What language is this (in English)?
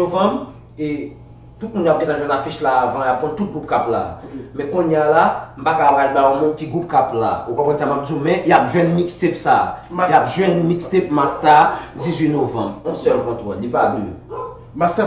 Haitian Creole